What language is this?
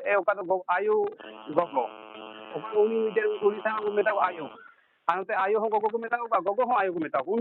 Santali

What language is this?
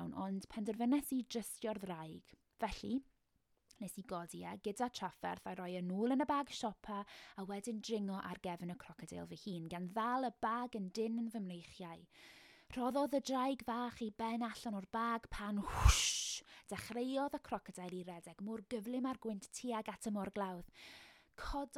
Welsh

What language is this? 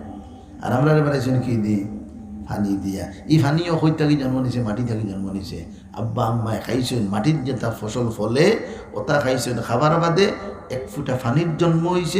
Sylheti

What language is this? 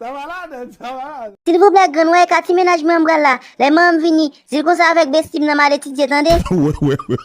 Haitian Creole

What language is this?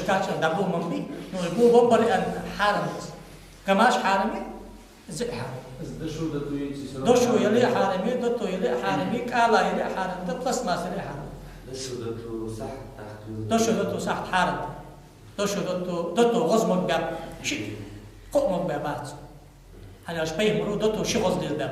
Ingush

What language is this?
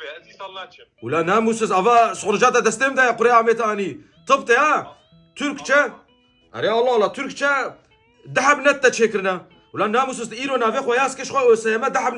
Kurdish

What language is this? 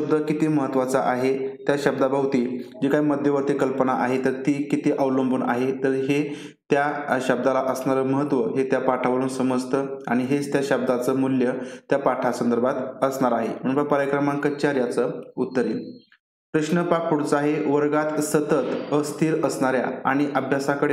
Marathi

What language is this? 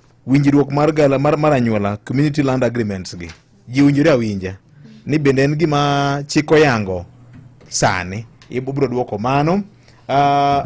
Luo (Kenya and Tanzania)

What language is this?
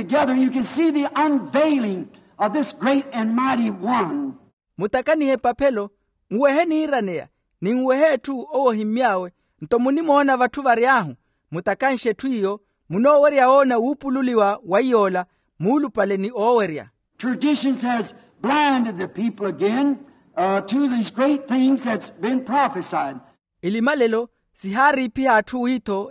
Makhuwa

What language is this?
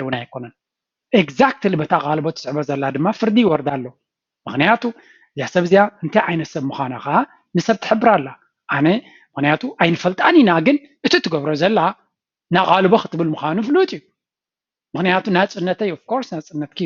Tigrinya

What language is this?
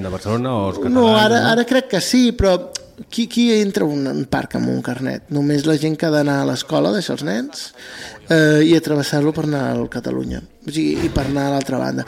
Catalan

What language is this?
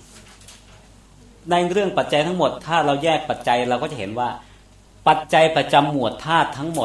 Thai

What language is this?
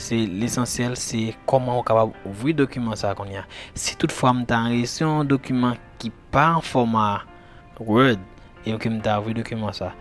Haitian Creole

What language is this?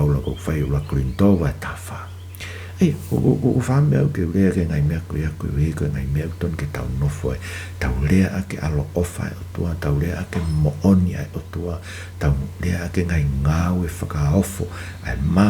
Tongan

